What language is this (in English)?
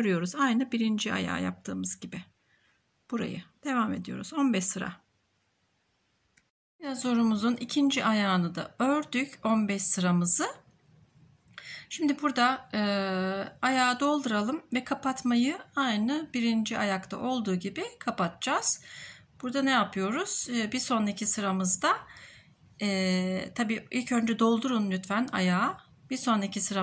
Turkish